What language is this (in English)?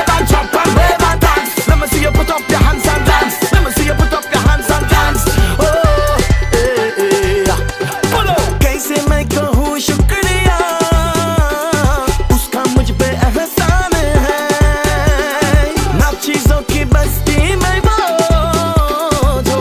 Hindi